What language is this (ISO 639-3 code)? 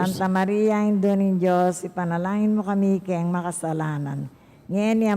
pam